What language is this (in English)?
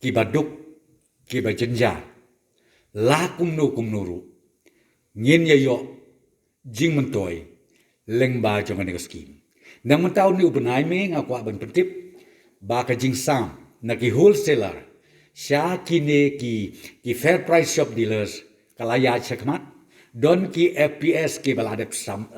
Khasi